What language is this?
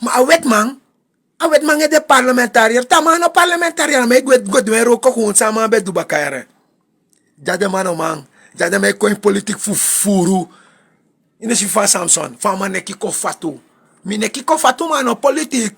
Sranan Tongo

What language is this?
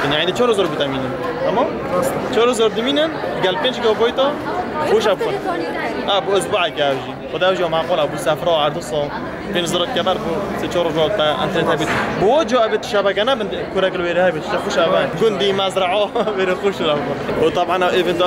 Kurdish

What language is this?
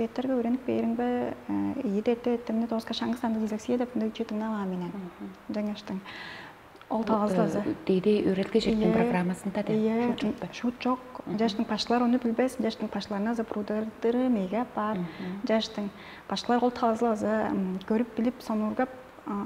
Tuvinian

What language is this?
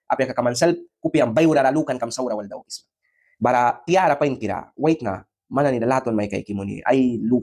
Mískito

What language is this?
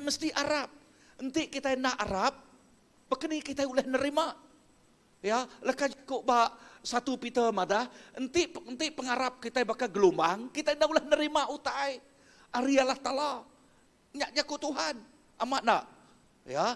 Iban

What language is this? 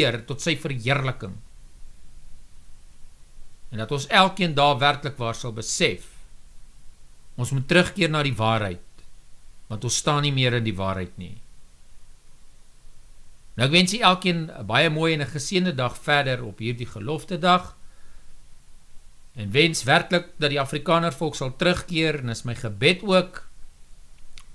Afrikaans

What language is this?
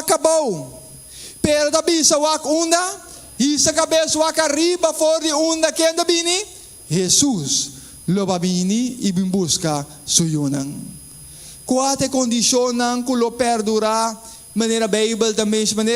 Papiamento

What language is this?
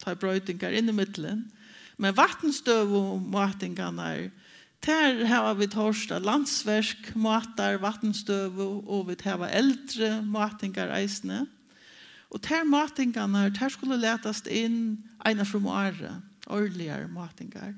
Faroese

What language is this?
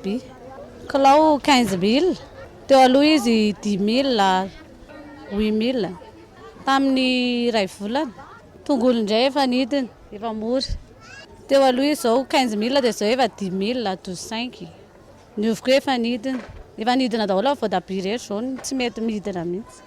Malagasy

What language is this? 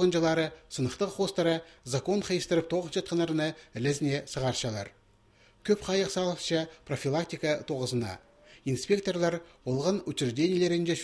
Khakas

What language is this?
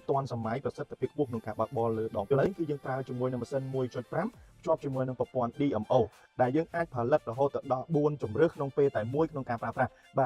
Khmer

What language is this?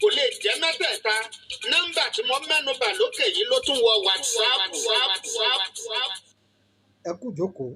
Yoruba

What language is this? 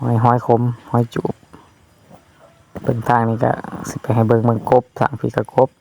Lao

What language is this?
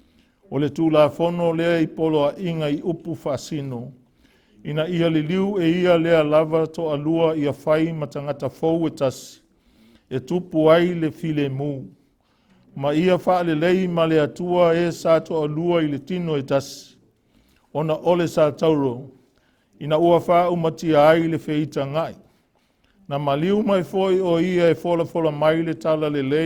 Samoan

